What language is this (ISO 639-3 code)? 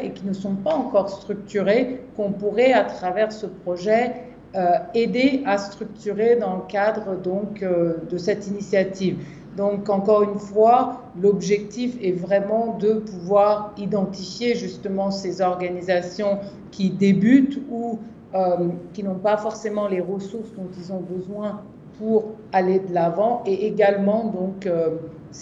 fra